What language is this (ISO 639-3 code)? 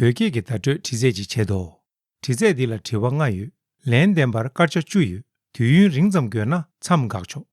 bod